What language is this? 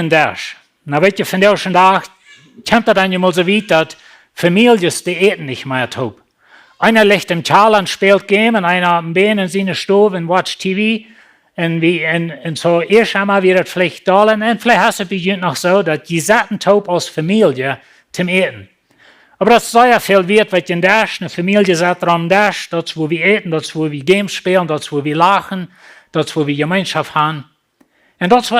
Plautdietsch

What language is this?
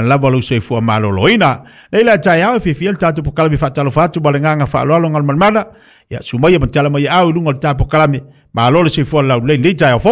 Samoan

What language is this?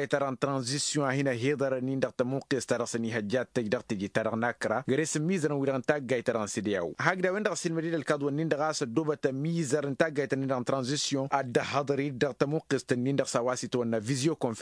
Tamasheq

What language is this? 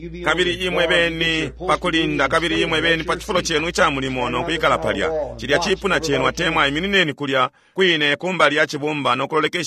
Bemba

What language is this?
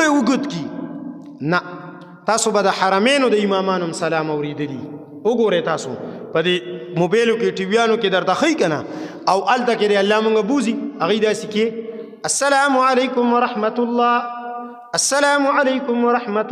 Pashto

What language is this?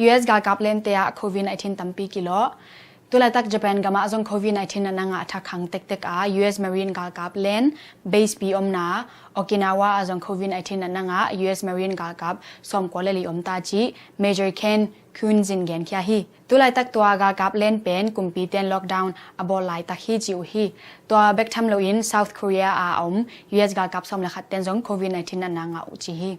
Tedim Chin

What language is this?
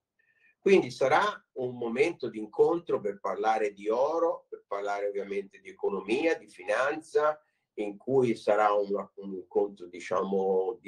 Italian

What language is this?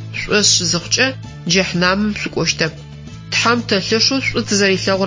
Adyghe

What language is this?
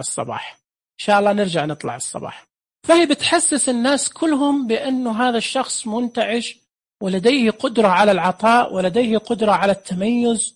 Najdi Arabic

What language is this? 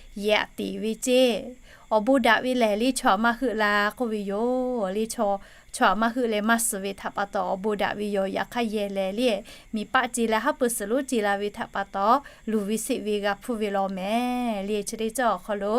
Lahu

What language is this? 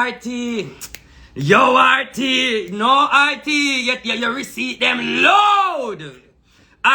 Jamaican Creole English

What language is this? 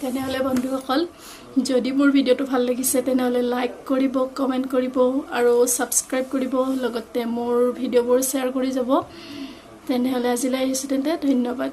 Assamese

